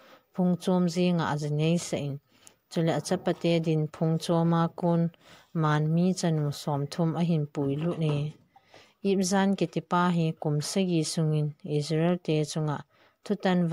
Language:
Thado Chin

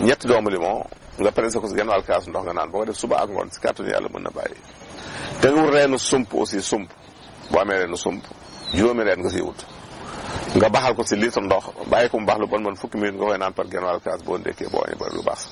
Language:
Wolof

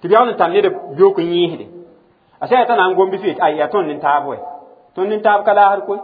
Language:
Mossi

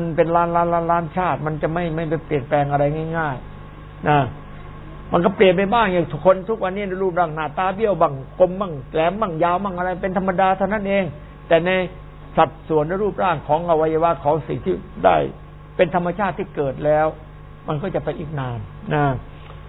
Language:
Thai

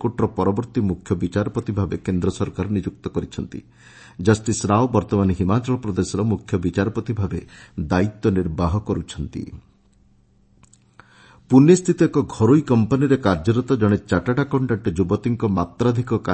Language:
Odia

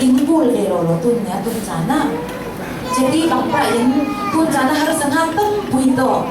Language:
Falam Chin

